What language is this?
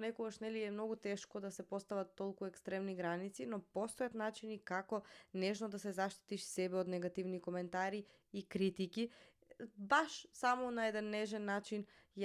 Macedonian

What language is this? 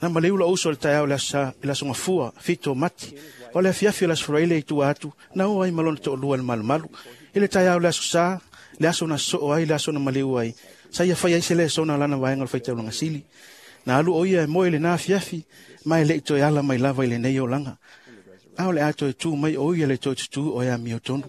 Samoan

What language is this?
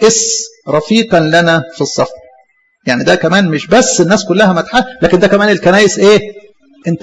Egyptian Arabic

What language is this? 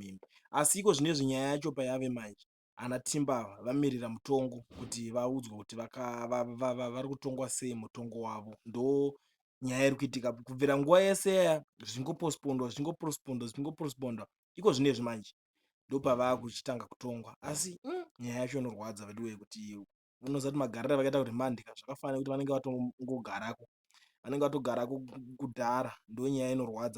Shona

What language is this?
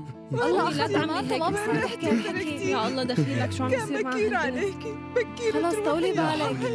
North Levantine Arabic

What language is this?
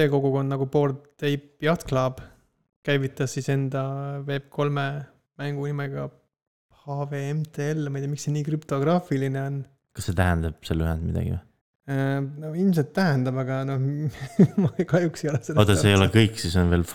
Estonian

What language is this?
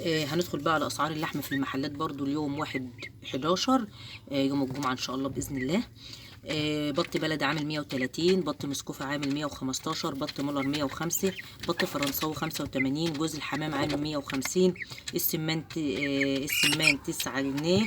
Egyptian Arabic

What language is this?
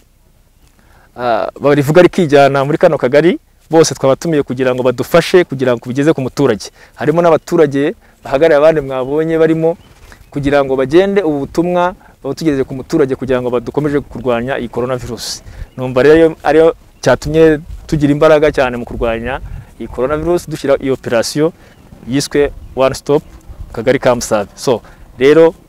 Kinyarwanda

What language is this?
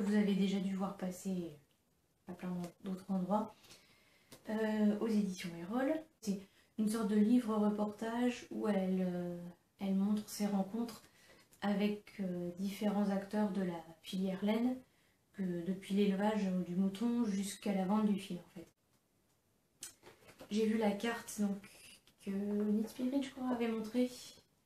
French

